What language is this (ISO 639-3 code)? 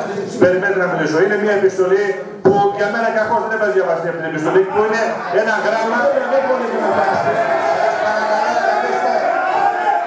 ell